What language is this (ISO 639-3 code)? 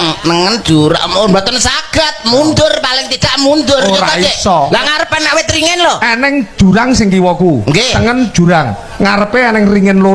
jav